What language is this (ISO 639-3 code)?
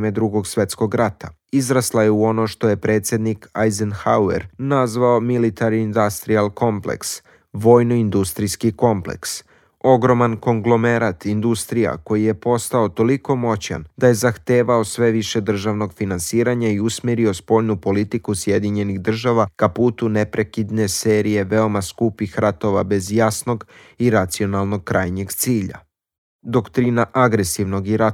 srp